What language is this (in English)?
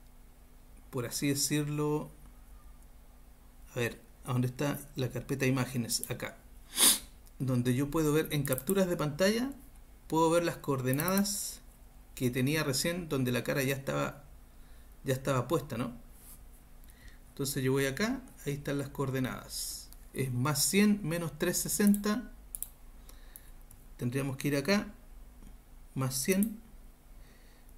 Spanish